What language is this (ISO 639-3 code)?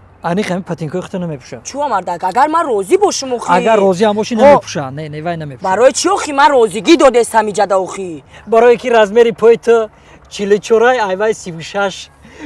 tgk